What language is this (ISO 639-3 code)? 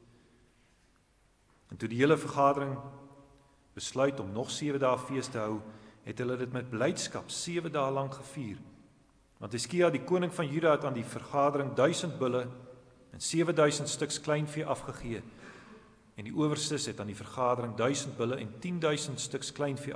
afr